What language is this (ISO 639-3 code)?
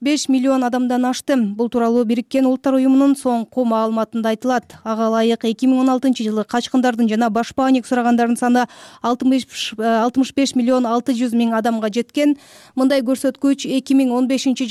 kir